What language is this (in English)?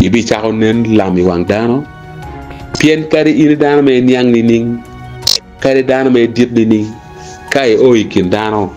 Acoli